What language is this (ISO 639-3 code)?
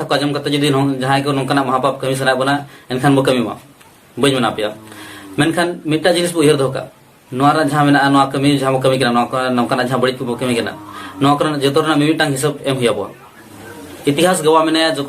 sat